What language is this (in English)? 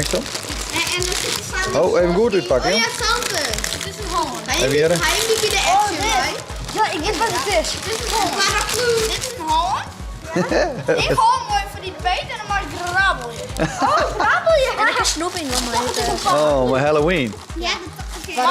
Western Frisian